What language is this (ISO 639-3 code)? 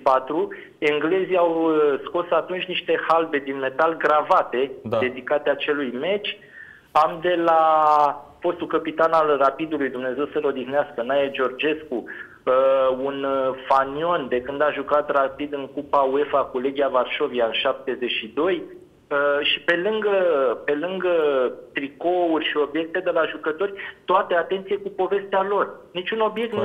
ron